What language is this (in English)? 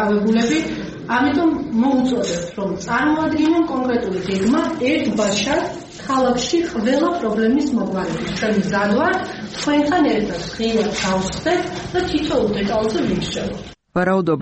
Georgian